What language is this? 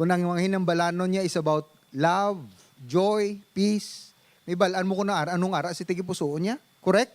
Hiligaynon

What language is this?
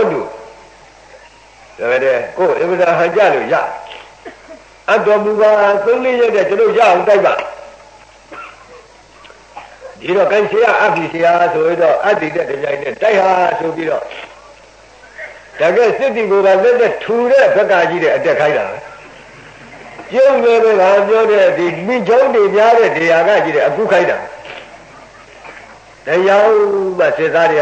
Burmese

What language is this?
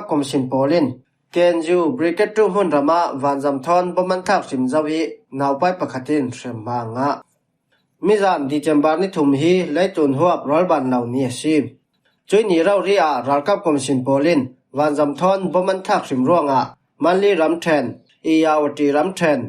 Falam Chin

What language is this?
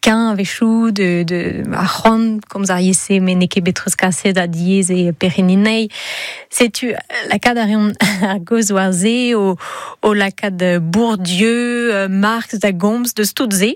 Breton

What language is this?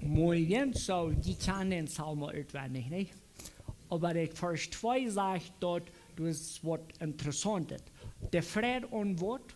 Plautdietsch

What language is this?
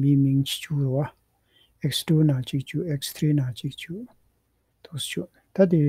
Tibetan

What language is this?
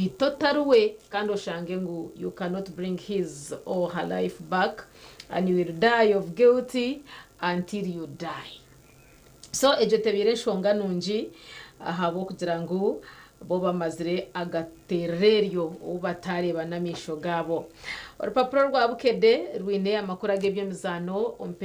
Nyankole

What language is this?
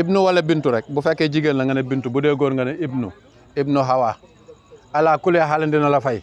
Wolof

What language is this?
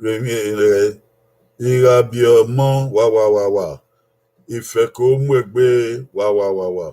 Bini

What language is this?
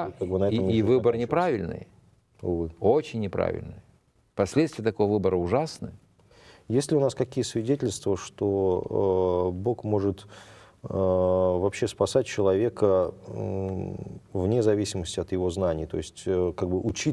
Russian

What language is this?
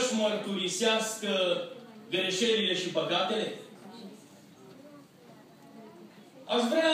Romanian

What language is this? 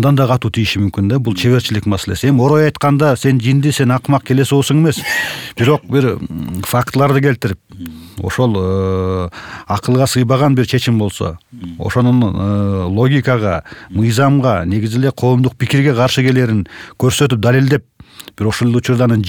Kyrgyz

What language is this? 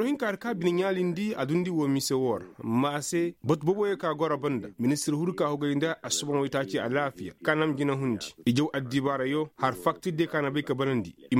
Koyraboro Senni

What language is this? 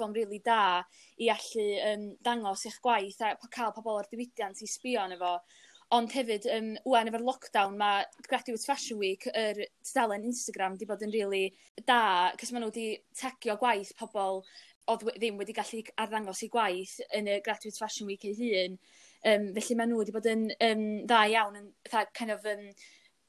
Welsh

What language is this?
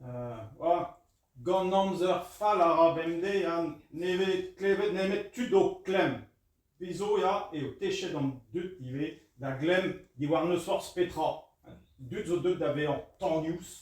Breton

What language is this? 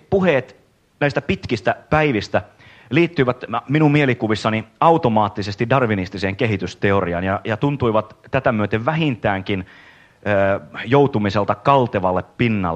Finnish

